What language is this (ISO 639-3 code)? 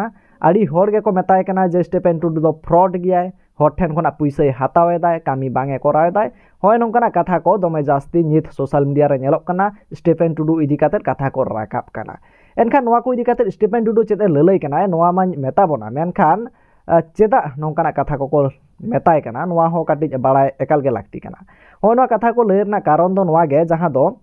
sat